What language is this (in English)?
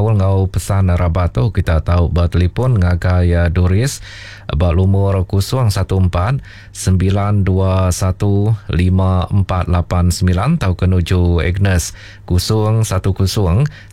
Iban